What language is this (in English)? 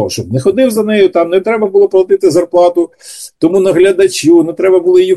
Ukrainian